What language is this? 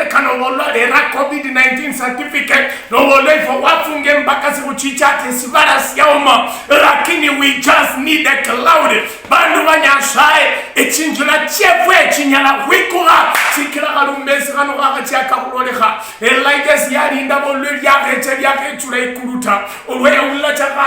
Luyia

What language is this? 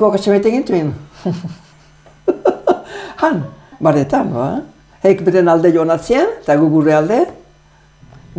Basque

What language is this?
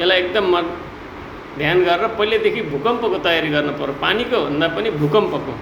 Nepali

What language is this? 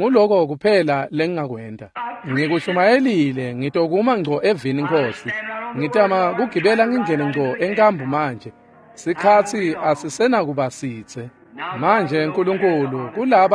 Swati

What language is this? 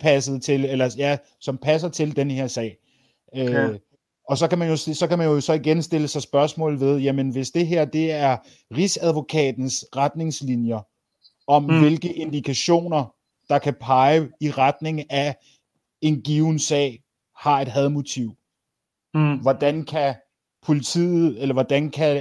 Danish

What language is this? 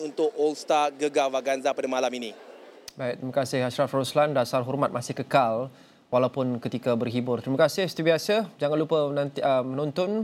Malay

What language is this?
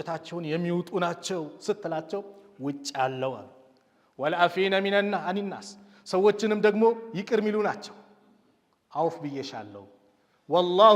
Amharic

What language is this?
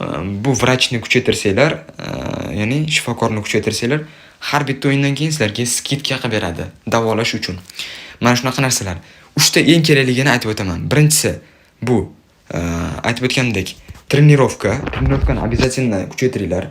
Uzbek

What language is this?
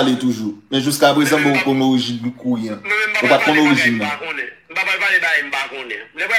Haitian Creole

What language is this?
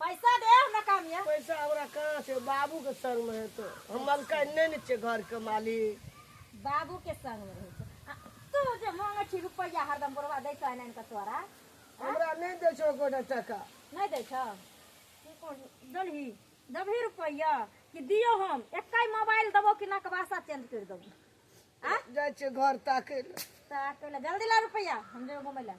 Maithili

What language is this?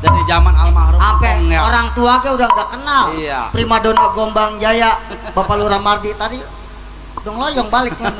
Betawi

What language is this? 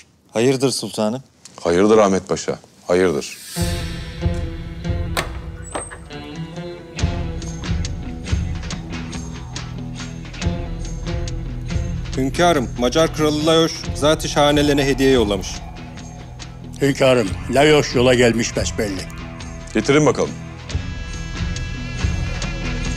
Turkish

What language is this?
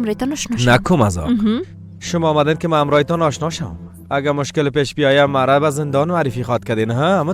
Persian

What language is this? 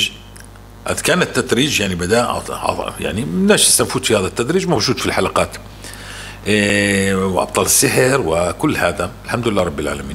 North Levantine Arabic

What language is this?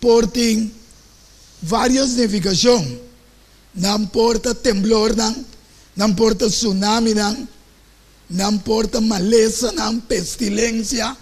Papiamento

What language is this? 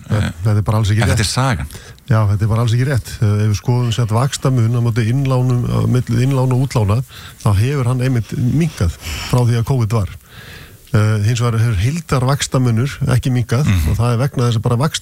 Icelandic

